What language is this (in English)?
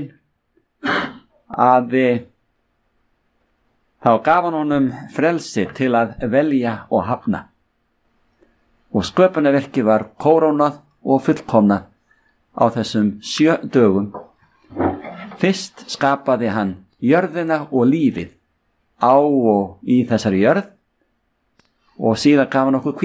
Icelandic